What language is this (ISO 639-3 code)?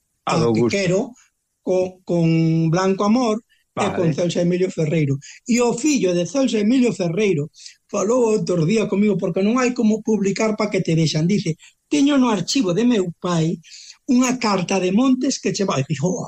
glg